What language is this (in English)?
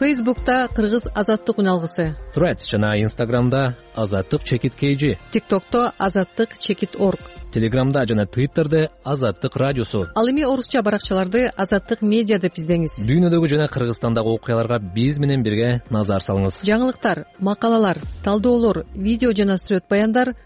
Kyrgyz